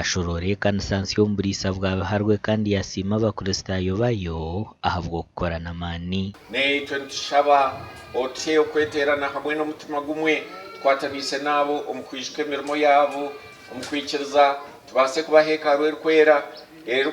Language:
Nyankole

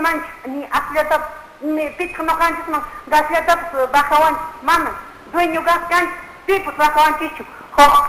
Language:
Quechua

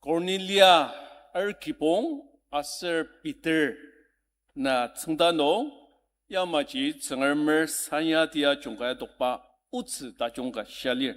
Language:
Ao Naga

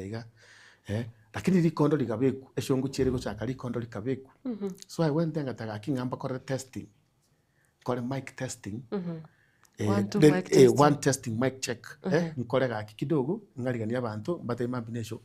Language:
Gusii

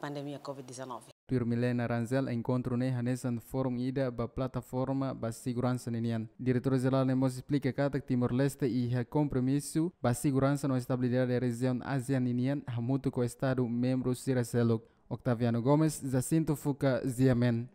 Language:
Tetum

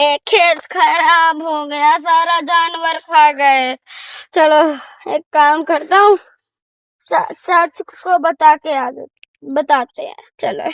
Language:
Awadhi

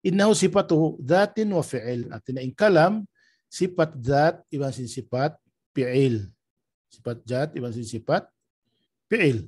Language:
Tausug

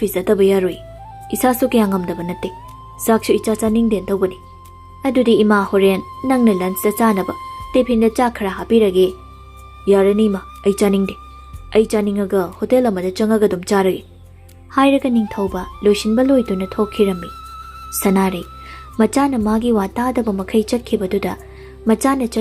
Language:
Manipuri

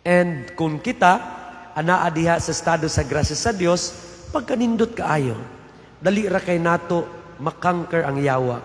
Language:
Cebuano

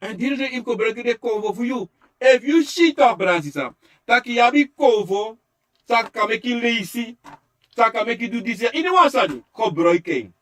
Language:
Sranan Tongo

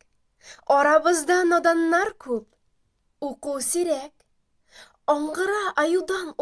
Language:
Bashkir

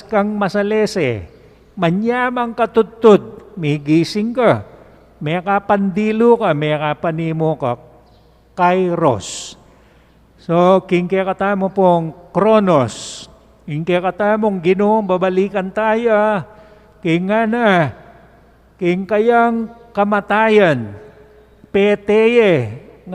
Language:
Pampanga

